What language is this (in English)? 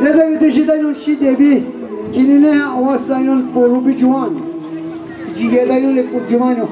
Atikamekw